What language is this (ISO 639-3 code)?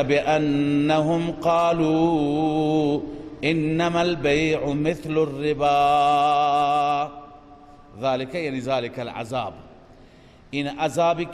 fas